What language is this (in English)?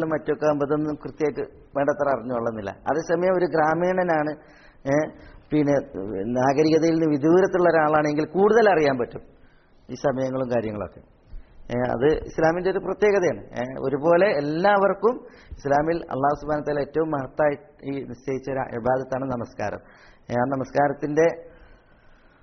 Malayalam